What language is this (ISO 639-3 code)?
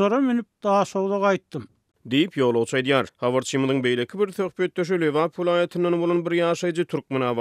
tuk